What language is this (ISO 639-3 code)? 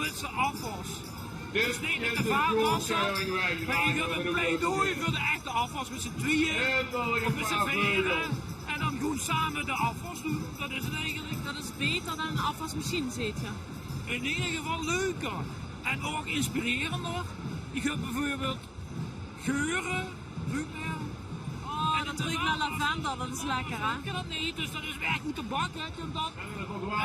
lim